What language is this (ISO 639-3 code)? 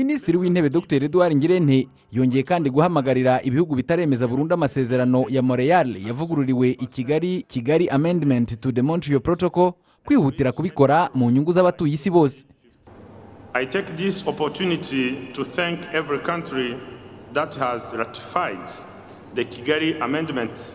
kin